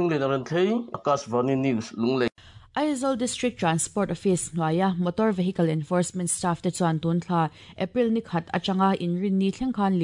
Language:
Mizo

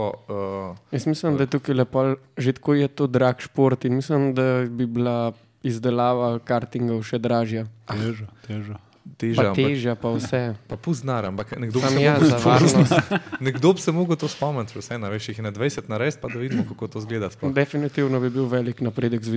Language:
Slovenian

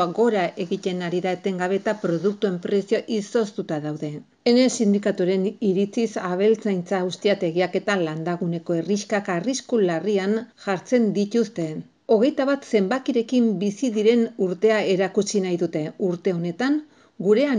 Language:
Basque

